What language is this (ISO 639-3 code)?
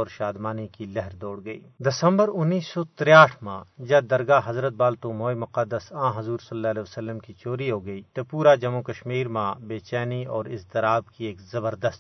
gju